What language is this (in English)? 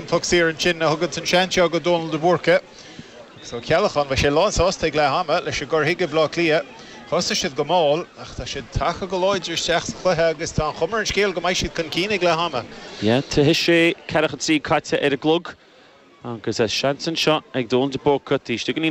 Irish